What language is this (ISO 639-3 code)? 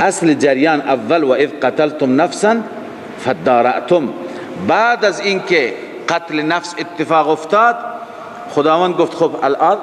fas